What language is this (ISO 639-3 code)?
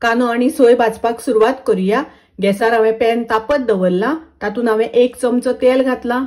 kok